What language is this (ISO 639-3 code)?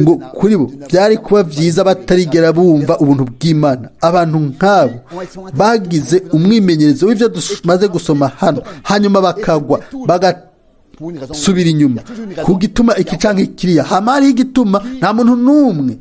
run